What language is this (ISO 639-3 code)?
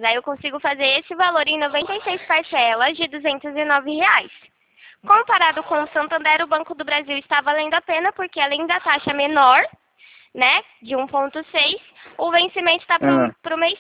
por